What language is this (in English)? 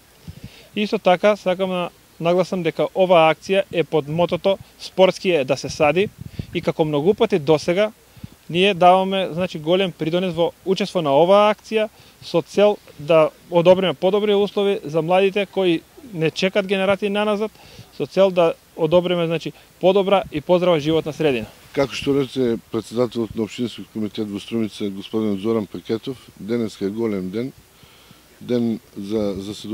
Macedonian